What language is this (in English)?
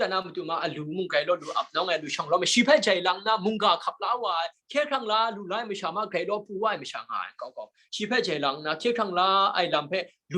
Kachin